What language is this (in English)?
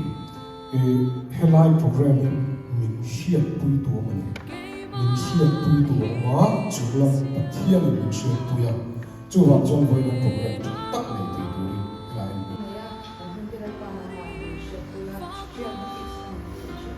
Mizo